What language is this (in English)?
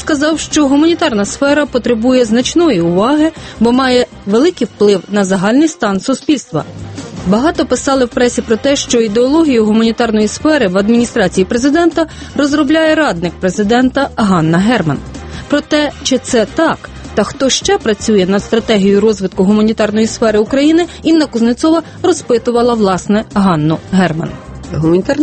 Ukrainian